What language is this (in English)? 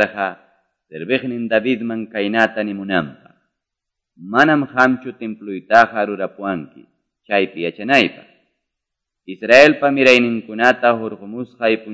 Quechua